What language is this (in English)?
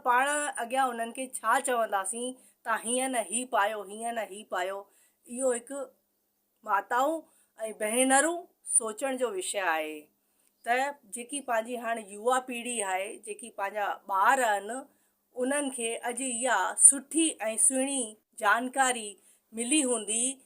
Sindhi